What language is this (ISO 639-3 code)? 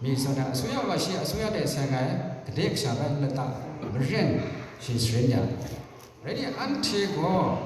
kac